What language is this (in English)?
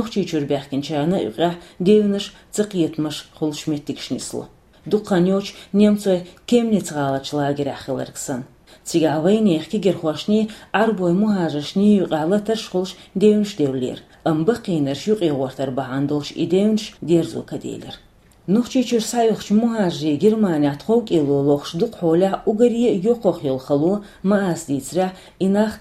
Chechen